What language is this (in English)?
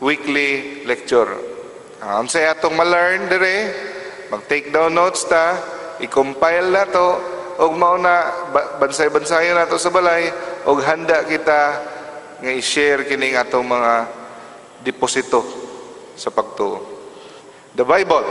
Cebuano